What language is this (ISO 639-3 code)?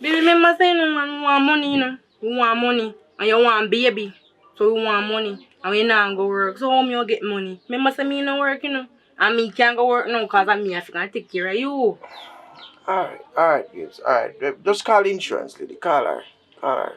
jam